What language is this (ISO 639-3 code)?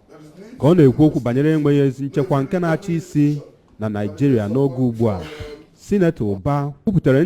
ibo